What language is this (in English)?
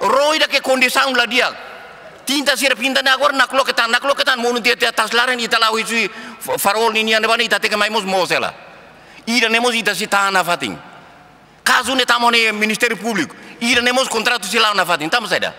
Tetum